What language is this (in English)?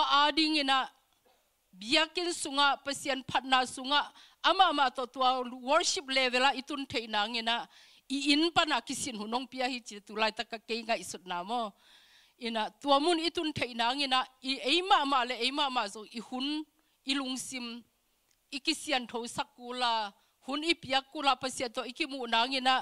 Tedim Chin